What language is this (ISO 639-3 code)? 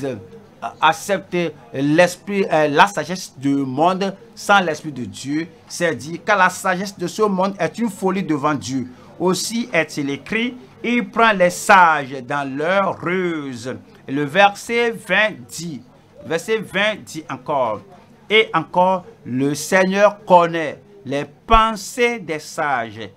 fra